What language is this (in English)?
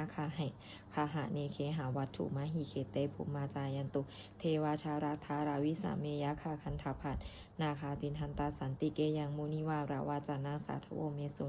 Pali